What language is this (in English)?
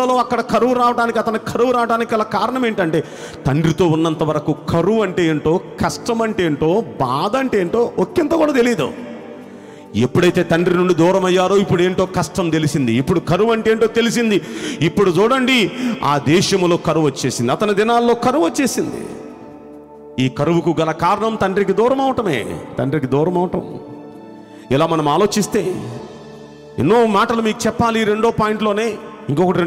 Telugu